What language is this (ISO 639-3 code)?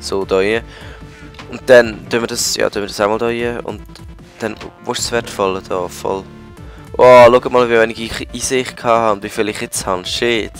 gsw